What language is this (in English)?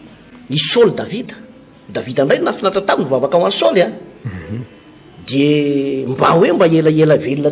Malagasy